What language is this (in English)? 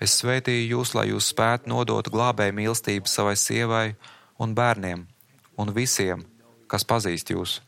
Latvian